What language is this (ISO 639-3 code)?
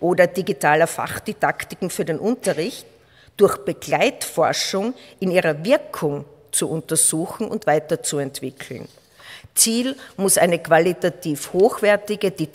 deu